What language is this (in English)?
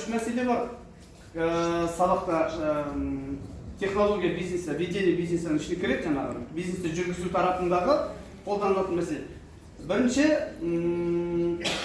Kazakh